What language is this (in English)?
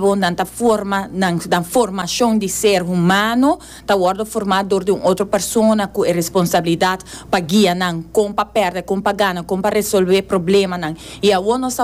Papiamento